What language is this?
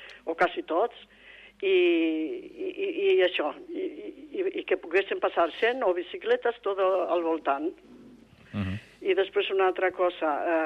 Catalan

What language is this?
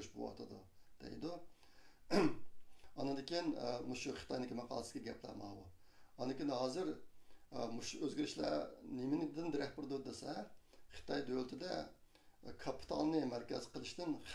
Uyghur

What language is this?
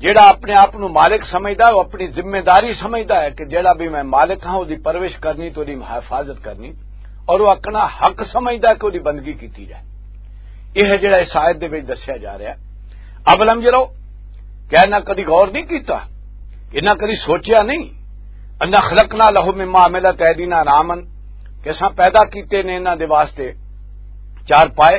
Western Panjabi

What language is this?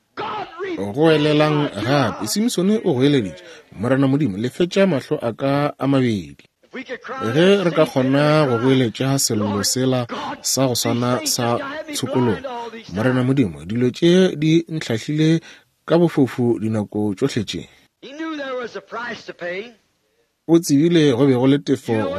Northern Sotho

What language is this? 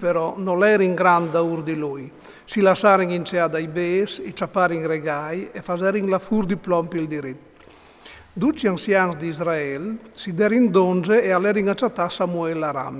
Friulian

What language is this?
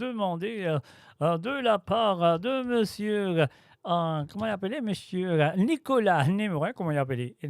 Morisyen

